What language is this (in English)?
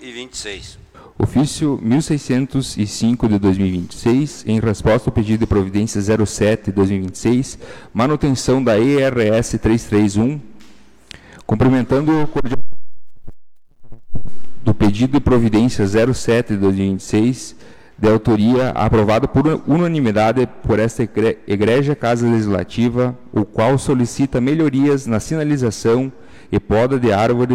Portuguese